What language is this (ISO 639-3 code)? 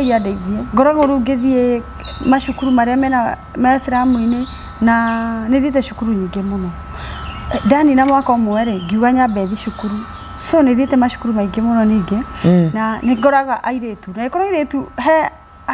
kik